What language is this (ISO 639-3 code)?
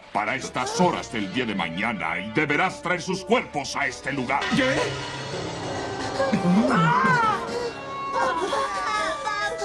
spa